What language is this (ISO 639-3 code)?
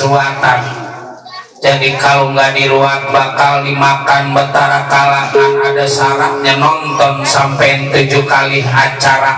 bew